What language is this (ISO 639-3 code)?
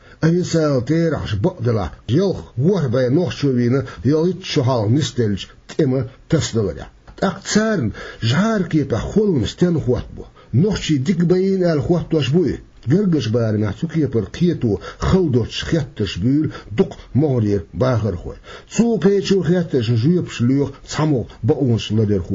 che